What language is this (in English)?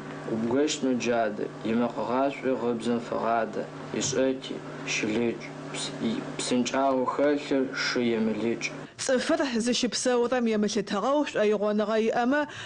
Adyghe